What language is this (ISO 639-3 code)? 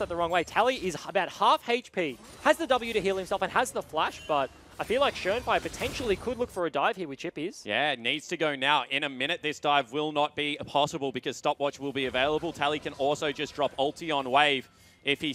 eng